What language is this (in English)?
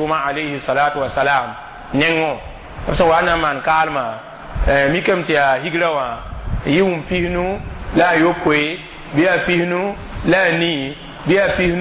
Mossi